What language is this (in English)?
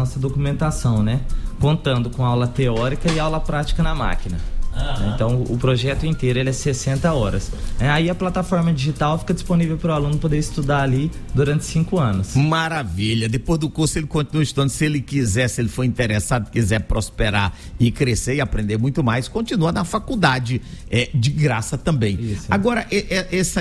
Portuguese